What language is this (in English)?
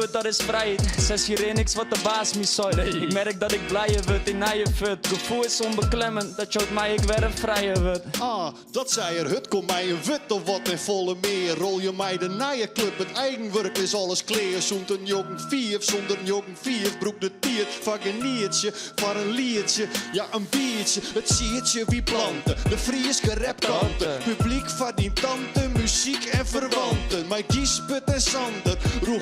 Western Frisian